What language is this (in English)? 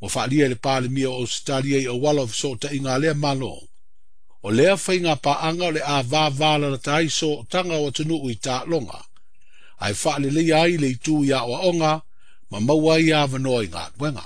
Samoan